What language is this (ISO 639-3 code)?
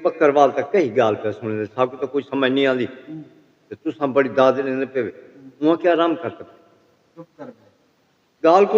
skr